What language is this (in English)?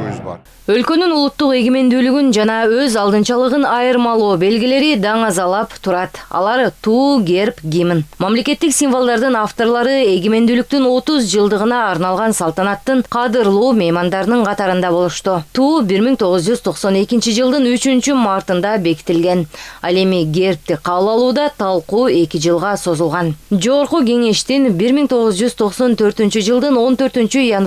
Kyrgyz